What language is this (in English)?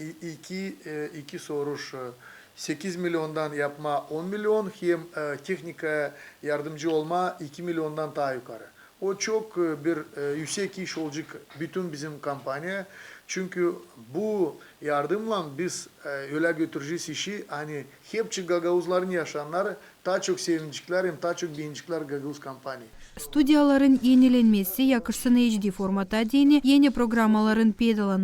Gagauz